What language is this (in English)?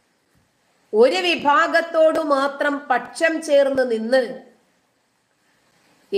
Malayalam